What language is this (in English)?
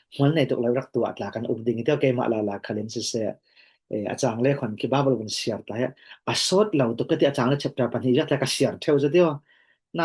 Falam Chin